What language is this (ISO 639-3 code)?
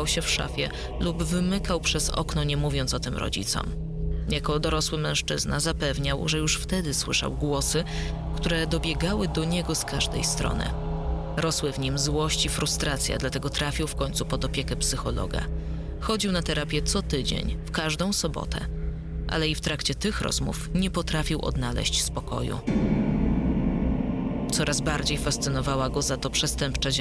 pol